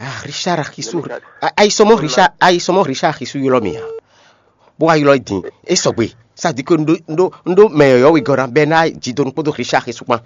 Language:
Fon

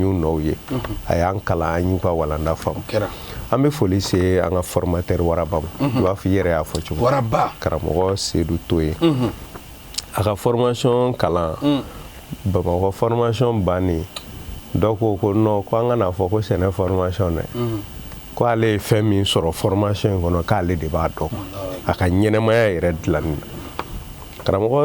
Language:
Bambara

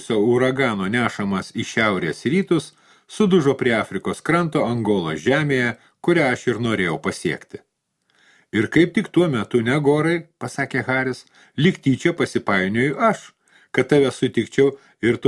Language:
Lithuanian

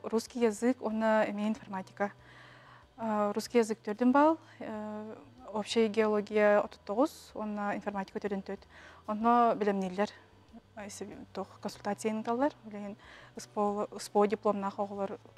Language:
Yakut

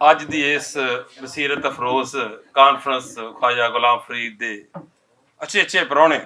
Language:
Western Panjabi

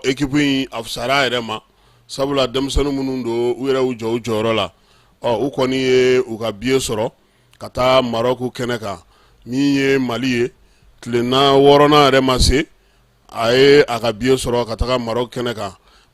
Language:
Bambara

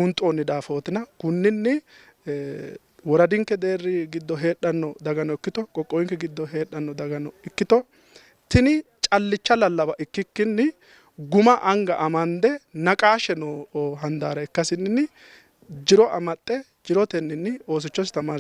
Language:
Sidamo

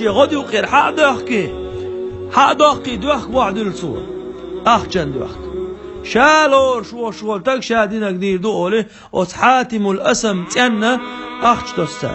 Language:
Chechen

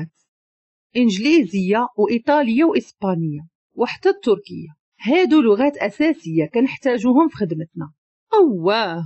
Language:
Moroccan Arabic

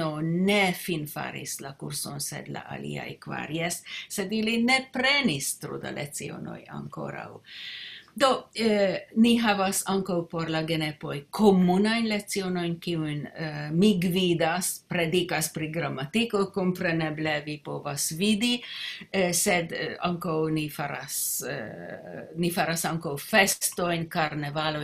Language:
Esperanto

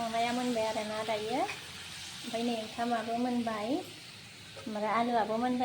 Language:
Bodo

